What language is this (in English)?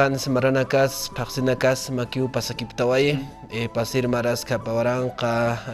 Aymara